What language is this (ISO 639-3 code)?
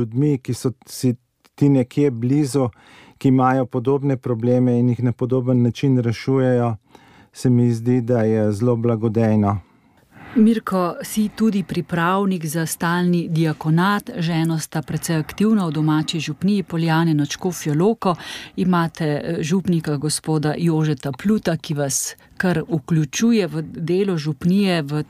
slv